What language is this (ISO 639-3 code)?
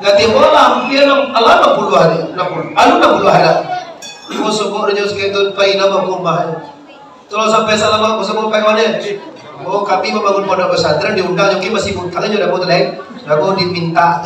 min